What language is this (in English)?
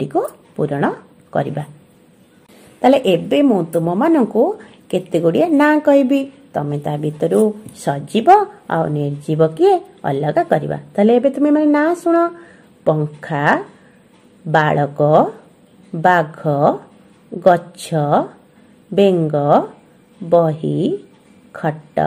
Odia